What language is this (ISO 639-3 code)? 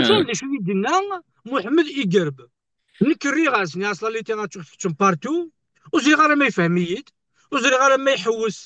kab